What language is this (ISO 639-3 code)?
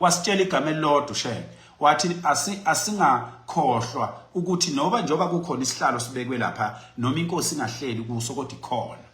zul